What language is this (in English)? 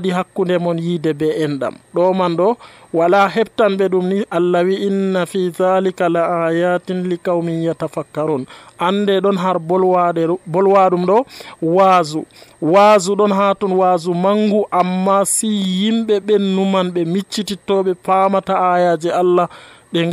Nigerian Fulfulde